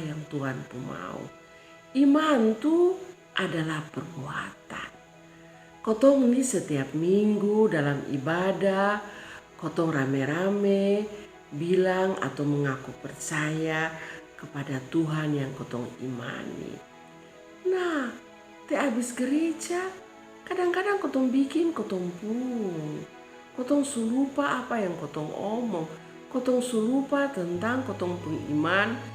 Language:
Kupang Malay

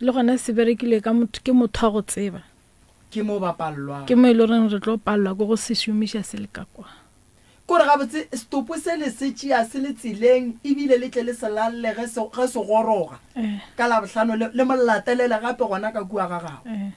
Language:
Northern Sotho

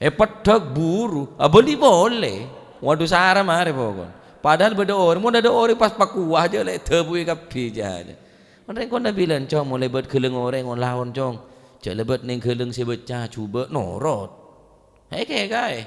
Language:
Madurese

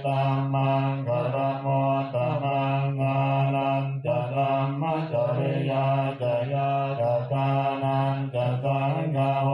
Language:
Pali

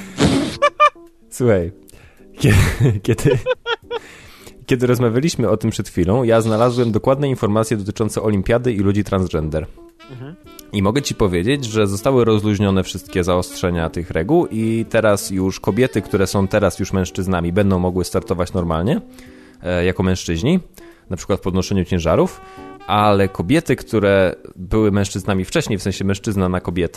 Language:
Polish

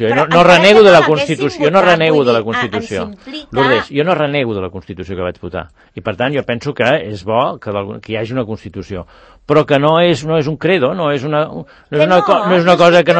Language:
Catalan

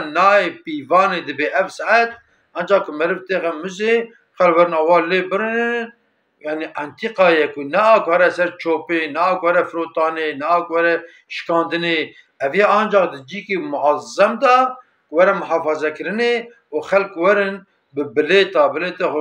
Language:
Kurdish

